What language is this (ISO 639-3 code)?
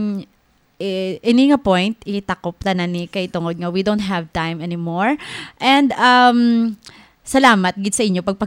hil